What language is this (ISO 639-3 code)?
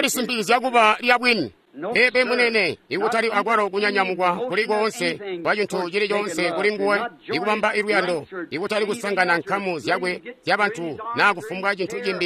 toi